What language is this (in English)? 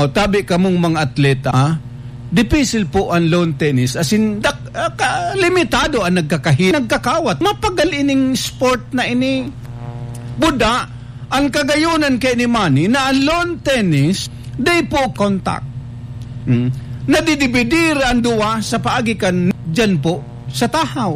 Bikol